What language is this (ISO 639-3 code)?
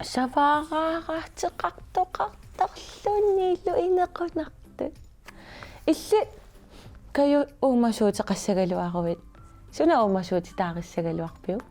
kal